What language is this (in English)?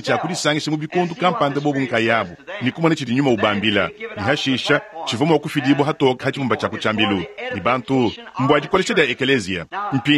Luba-Lulua